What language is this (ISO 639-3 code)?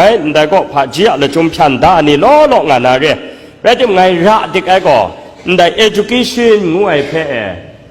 kac